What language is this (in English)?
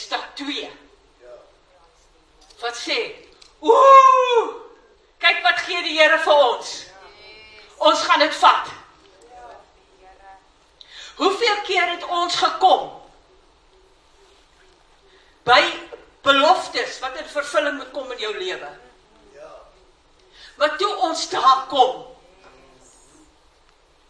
Afrikaans